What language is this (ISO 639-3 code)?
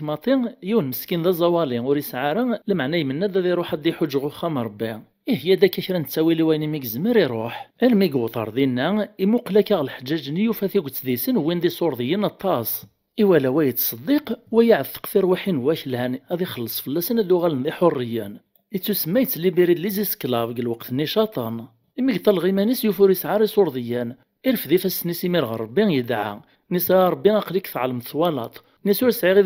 kab